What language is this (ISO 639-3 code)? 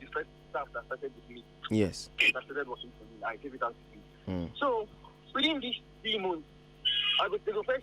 pcm